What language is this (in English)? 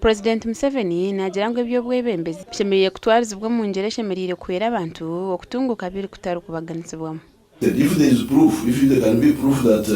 Nyankole